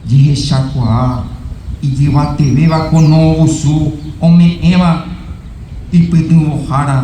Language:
Guarani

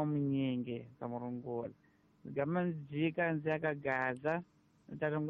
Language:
Tsonga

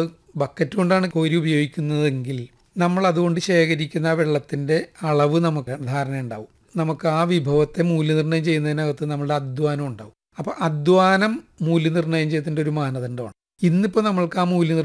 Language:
Malayalam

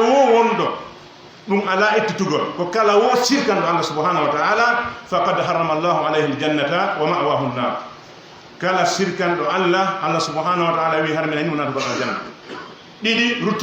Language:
Pular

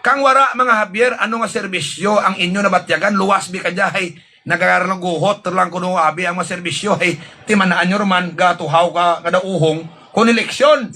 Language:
Hiligaynon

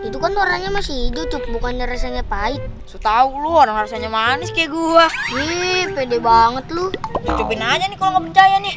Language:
Betawi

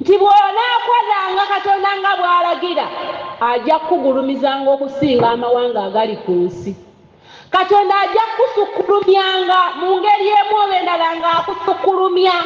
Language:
Ganda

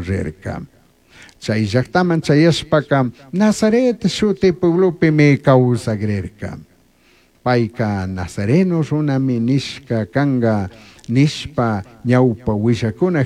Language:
Chimborazo Highland Quichua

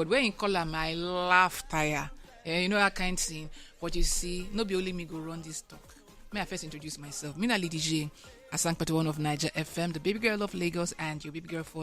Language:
Nigerian Pidgin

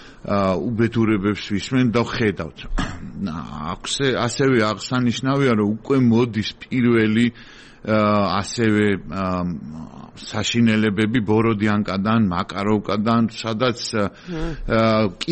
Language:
Georgian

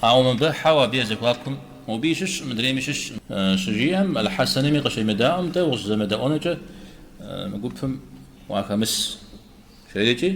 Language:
Kabardian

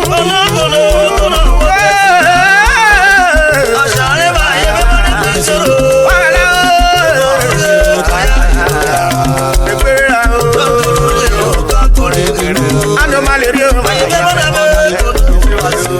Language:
Urhobo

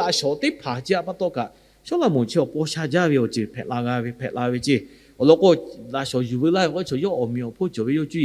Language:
Lahu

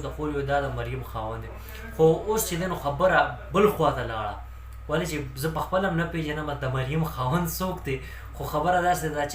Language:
Pashto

